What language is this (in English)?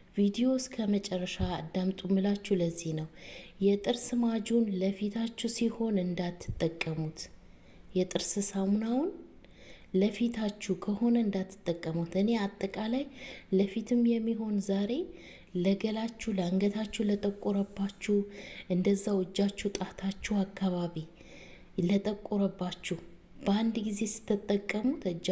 Amharic